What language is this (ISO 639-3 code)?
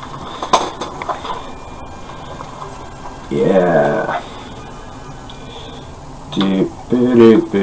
eng